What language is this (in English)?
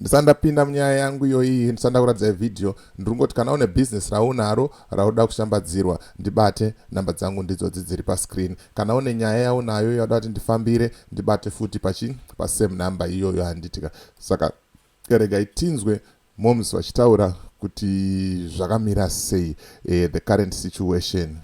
Shona